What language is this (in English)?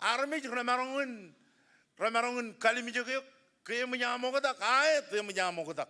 Marshallese